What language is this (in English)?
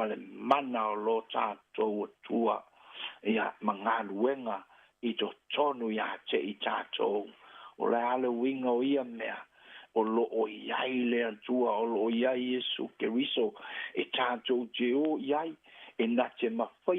Samoan